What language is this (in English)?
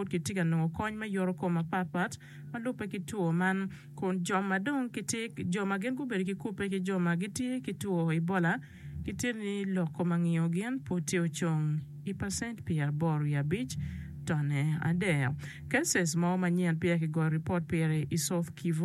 Acoli